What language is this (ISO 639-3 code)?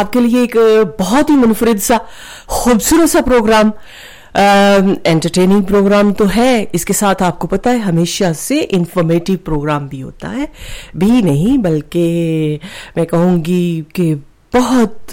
urd